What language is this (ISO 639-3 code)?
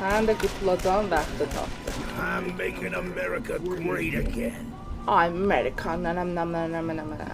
azb